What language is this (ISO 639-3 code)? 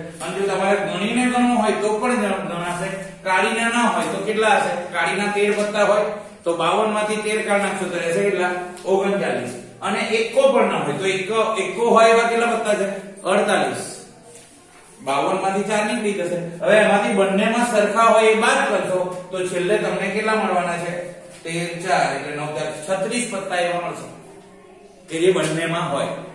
guj